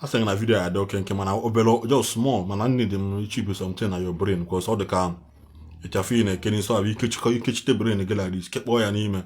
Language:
Igbo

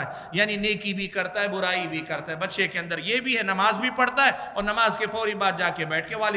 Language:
Urdu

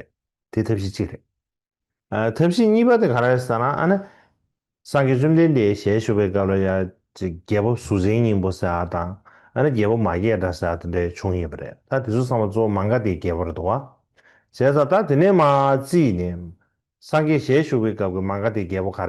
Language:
Tibetan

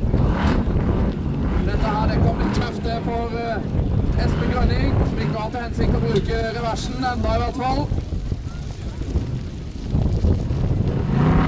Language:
Norwegian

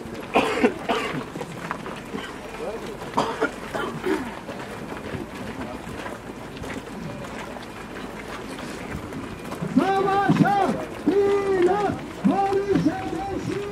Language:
Turkish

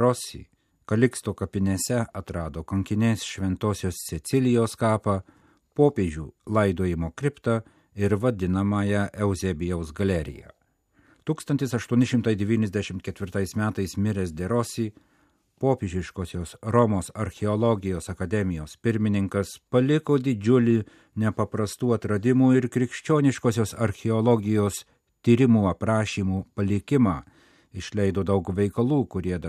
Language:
Lithuanian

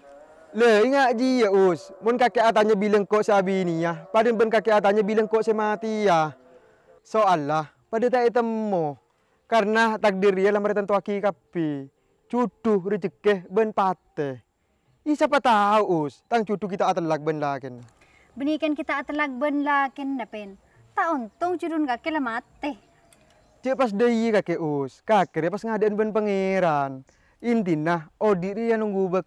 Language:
Madurese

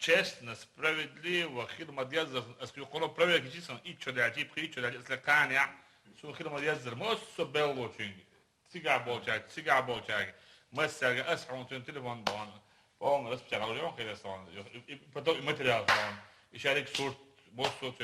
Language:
Chechen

